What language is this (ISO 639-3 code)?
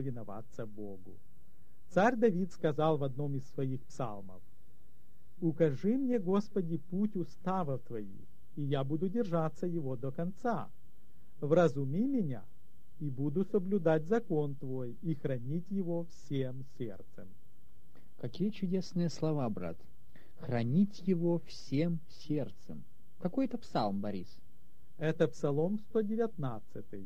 rus